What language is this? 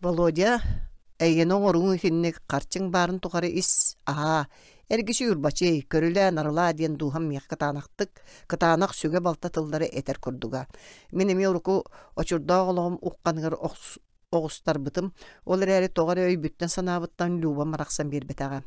Yakut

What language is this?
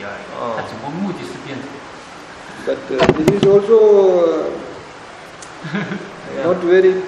Chinese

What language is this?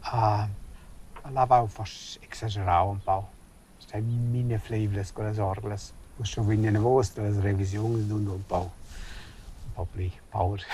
Romansh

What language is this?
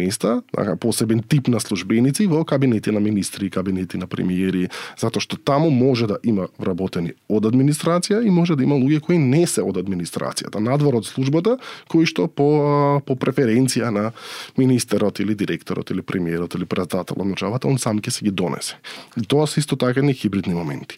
Macedonian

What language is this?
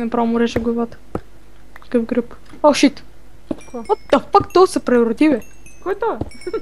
Bulgarian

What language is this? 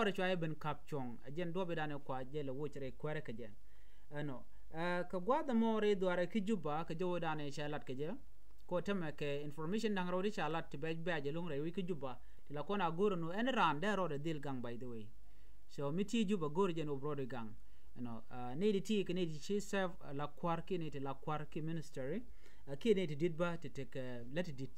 Nuer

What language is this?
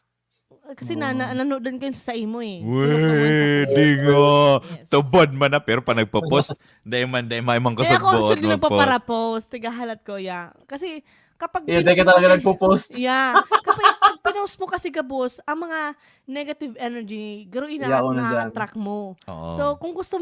Bikol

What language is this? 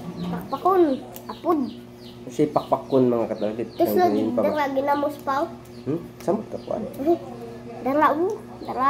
Cebuano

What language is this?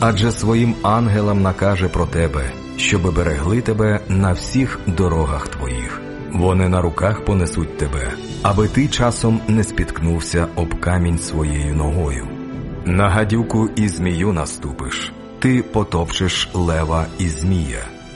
Ukrainian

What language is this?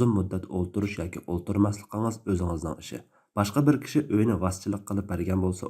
Uyghur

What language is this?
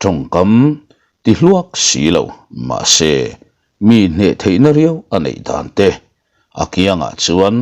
Mizo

